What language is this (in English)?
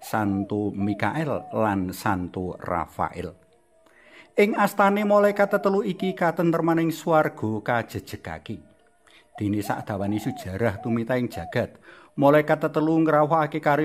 Javanese